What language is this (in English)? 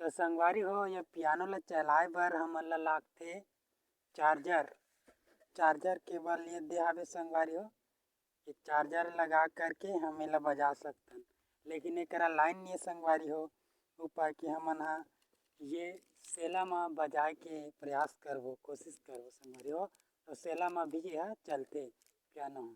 Chhattisgarhi